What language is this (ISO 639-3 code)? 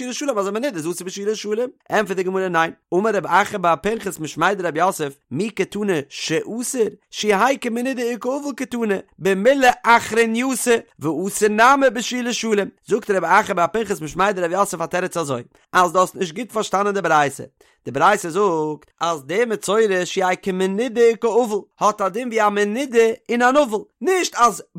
yid